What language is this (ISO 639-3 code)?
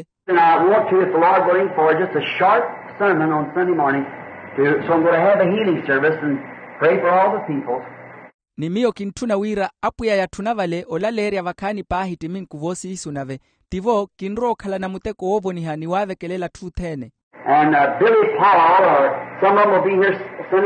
vmw